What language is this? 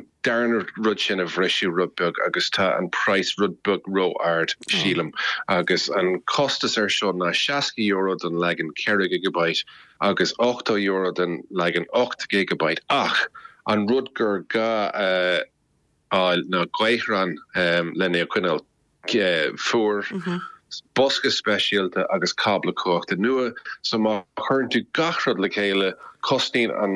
Irish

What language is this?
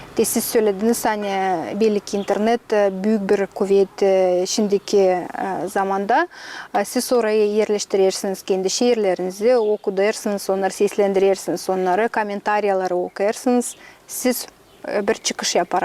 Gagauz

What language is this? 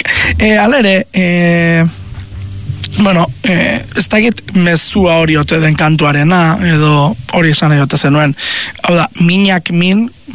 Basque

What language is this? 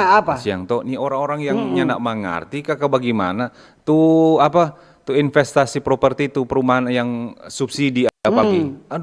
Manado Malay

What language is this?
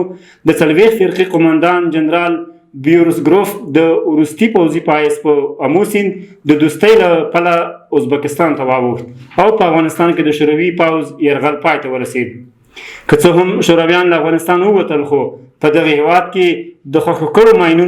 Pashto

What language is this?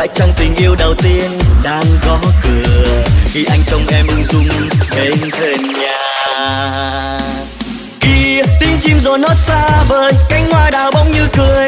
Vietnamese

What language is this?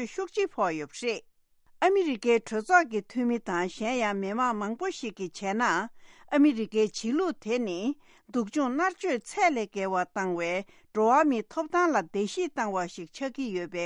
Tibetan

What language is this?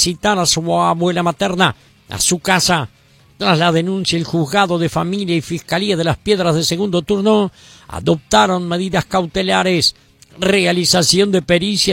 Spanish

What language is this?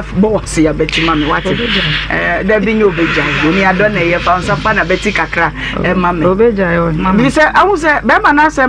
Akan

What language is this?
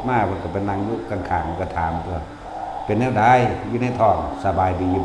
Northeastern Thai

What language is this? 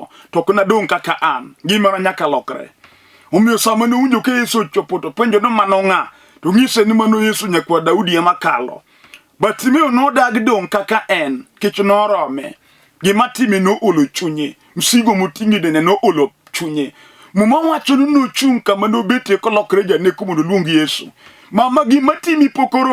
Luo (Kenya and Tanzania)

